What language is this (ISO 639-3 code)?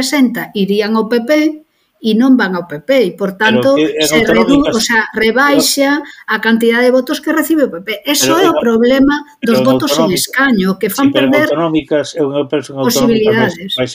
glg